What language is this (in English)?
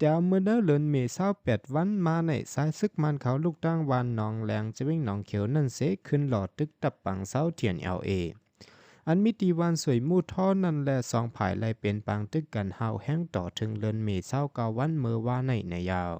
Shan